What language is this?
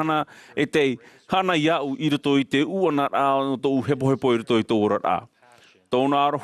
Tahitian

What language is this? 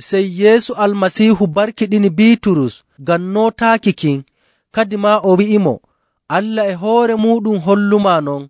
Nigerian Fulfulde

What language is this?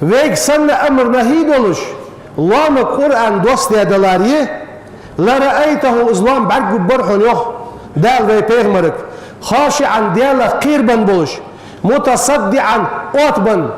Ingush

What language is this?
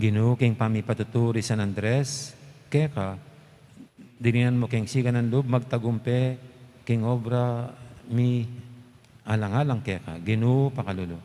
Pampanga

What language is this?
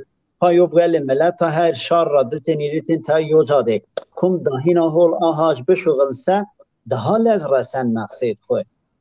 Zaza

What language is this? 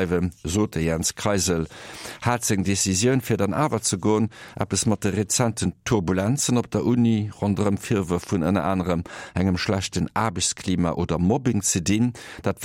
Luxembourgish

